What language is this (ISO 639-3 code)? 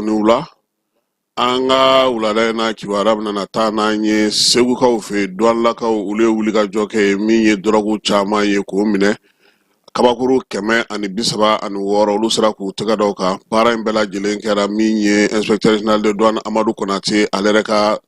bam